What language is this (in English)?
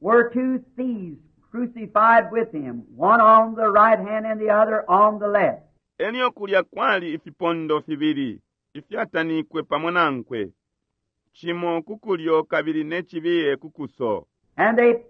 Bemba